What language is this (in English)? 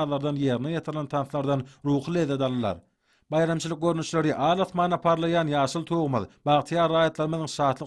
Turkmen